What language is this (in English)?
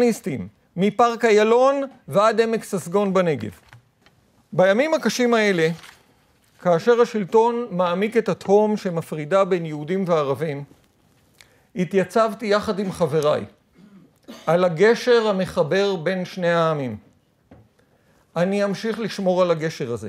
Hebrew